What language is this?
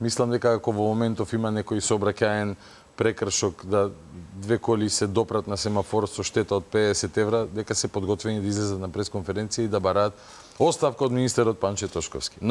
Macedonian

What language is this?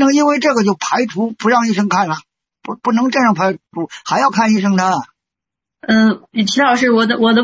Chinese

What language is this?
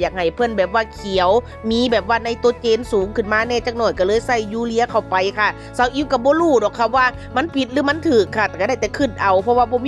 Northeastern Thai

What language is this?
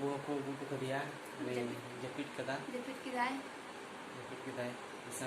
Santali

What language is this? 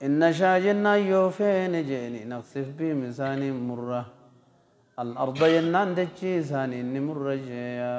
Oromo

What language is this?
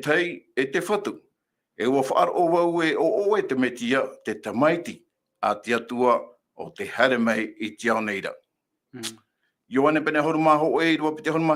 Tahitian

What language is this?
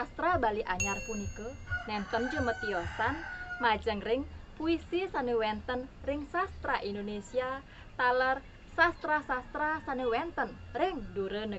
Balinese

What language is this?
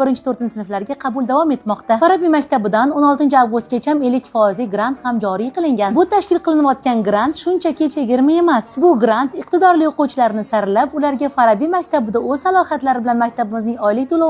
Uzbek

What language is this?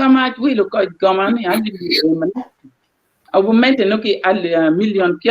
Acoli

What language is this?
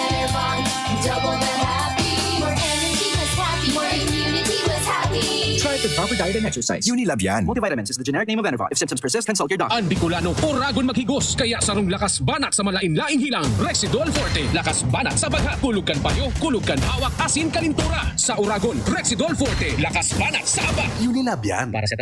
Bikol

